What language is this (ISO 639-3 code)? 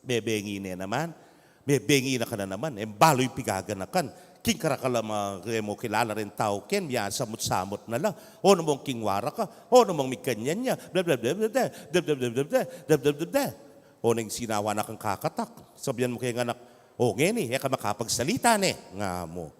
pam